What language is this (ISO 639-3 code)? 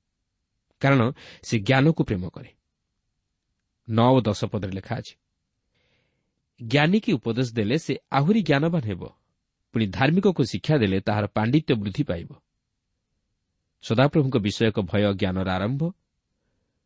ori